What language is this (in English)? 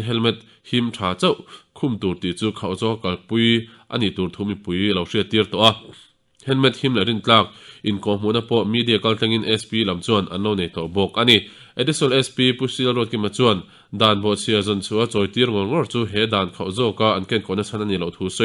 Mizo